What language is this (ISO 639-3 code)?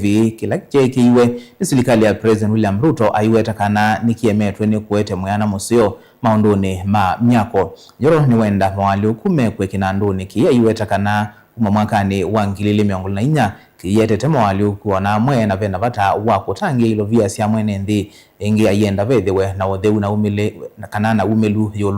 kam